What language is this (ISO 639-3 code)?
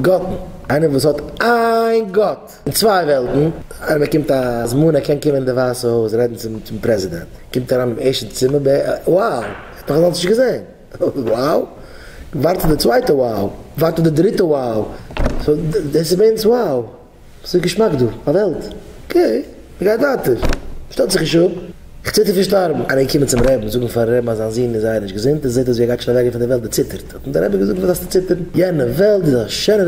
yid